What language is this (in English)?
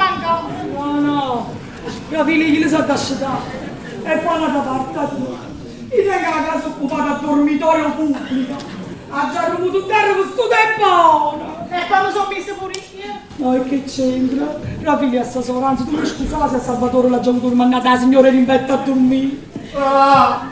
Neapolitan